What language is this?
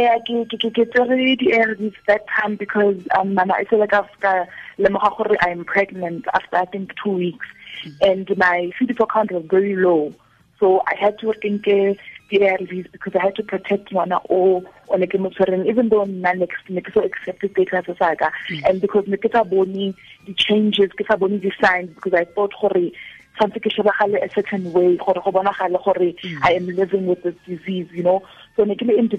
Tswana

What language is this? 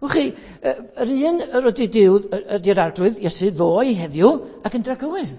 Welsh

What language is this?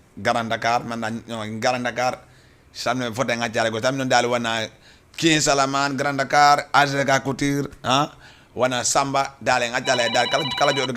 Fula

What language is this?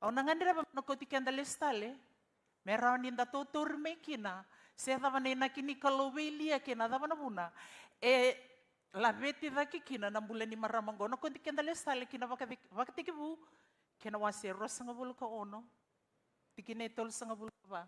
Fijian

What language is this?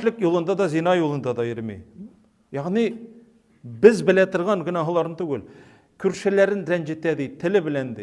Tatar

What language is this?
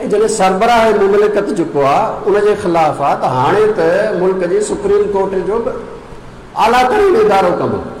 Sindhi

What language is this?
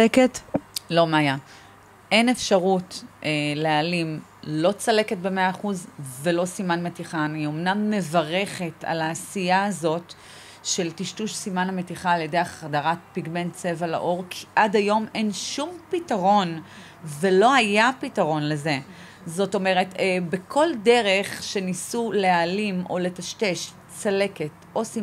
Hebrew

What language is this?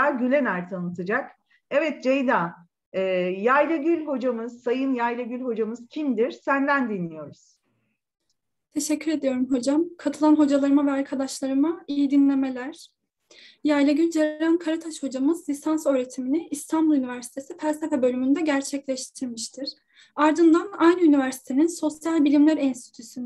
Turkish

